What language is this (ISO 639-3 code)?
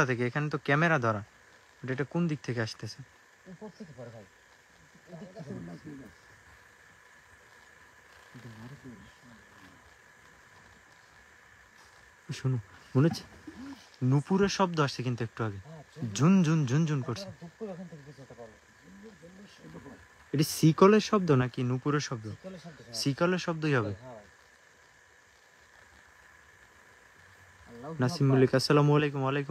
ben